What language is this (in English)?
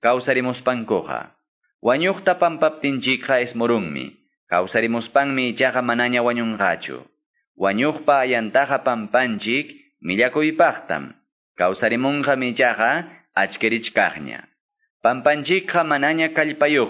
Quechua